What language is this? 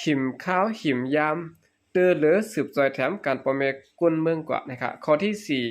Shan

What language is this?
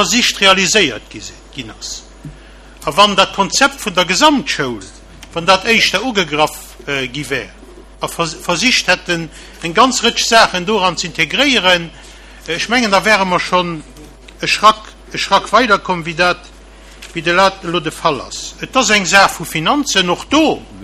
Luxembourgish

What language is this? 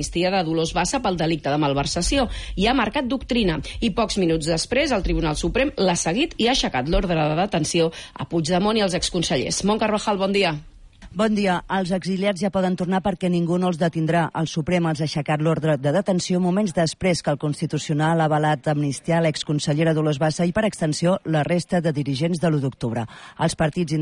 Catalan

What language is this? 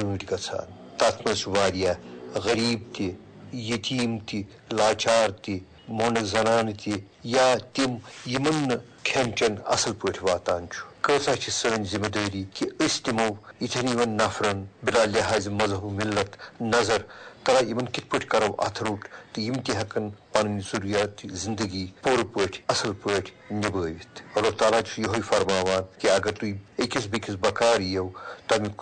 Kashmiri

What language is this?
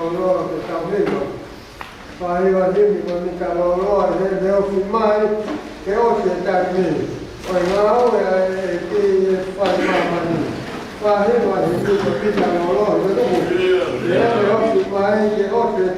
Tongan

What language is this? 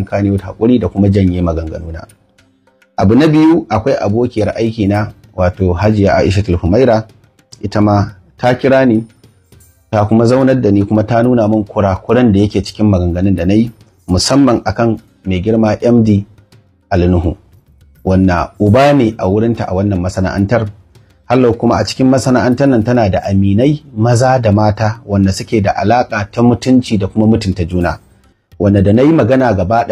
Hausa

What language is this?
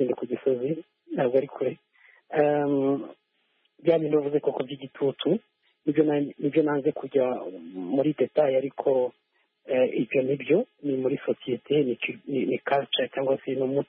Kinyarwanda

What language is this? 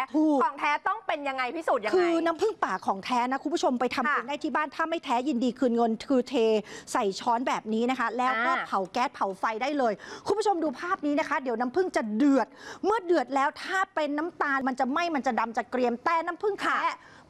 Thai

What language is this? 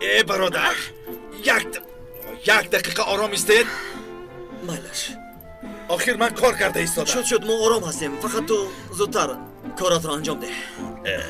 Tajik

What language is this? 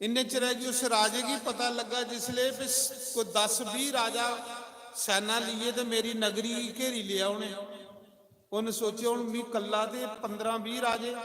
Dogri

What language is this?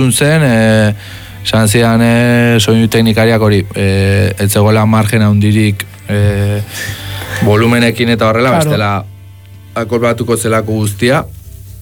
Basque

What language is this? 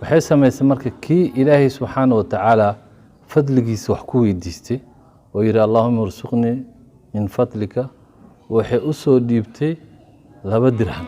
Somali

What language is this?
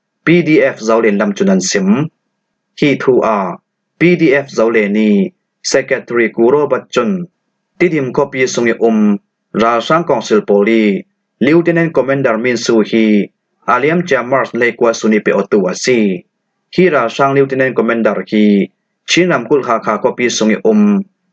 Falam Chin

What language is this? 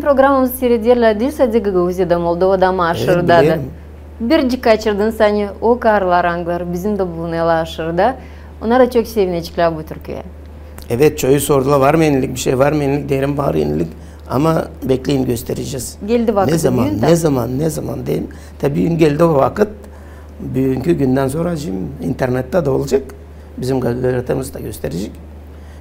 Gagauz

